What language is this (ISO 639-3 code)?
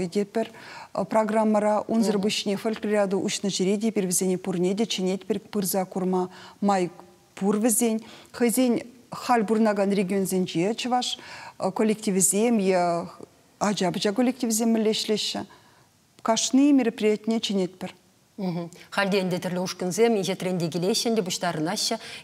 chv